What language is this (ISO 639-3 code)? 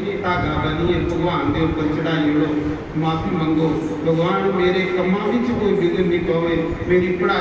doi